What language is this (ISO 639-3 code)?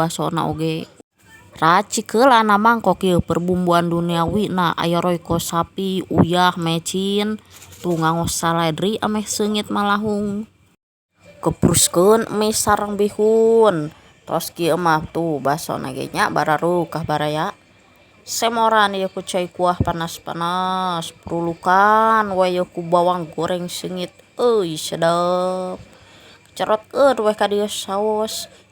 sun